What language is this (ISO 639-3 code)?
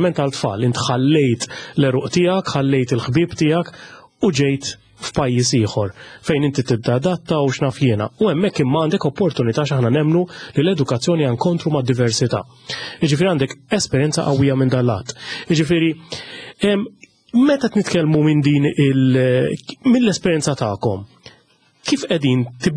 mlt